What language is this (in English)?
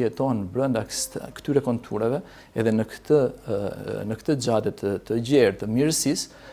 Albanian